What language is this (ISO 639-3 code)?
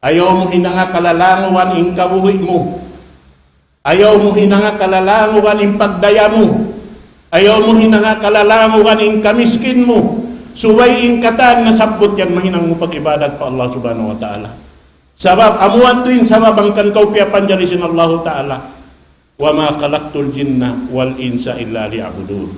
tsg